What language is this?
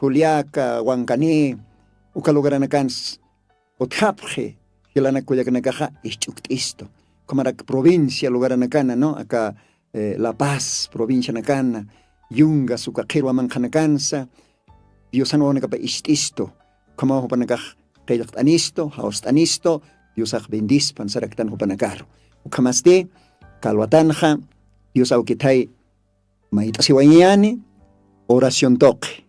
Aymara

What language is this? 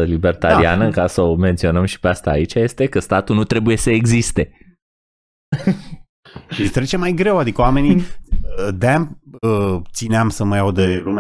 Romanian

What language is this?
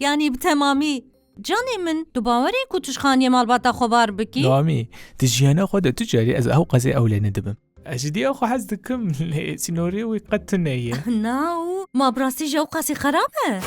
Kurdish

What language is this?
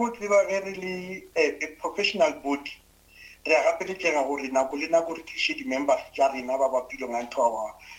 Northern Sotho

